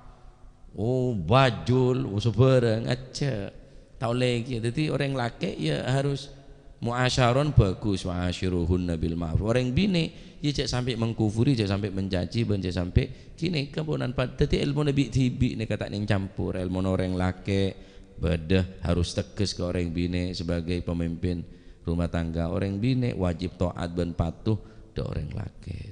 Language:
Madurese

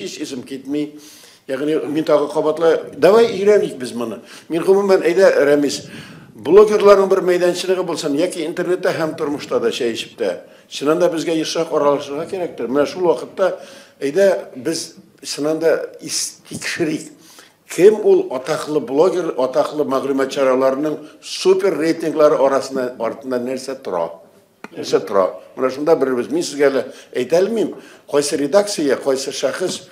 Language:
Tatar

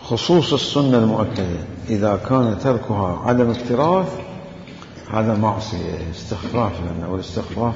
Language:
Mesopotamian Arabic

